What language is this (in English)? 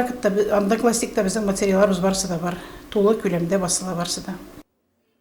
Tatar